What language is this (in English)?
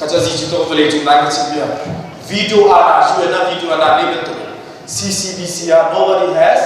Hakha Chin